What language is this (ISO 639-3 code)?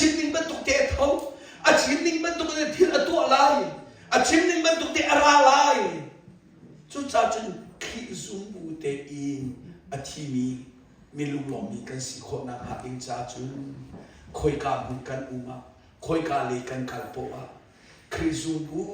cnh